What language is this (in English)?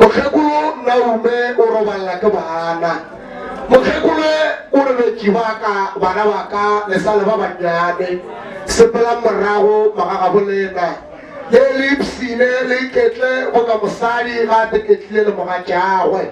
Northern Sotho